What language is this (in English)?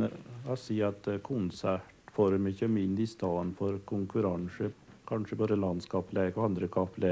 Norwegian